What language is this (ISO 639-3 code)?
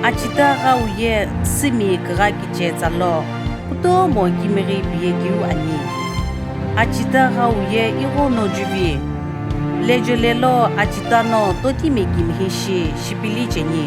nsm